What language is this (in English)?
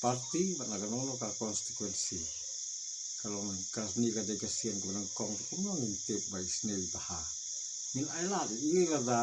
Khasi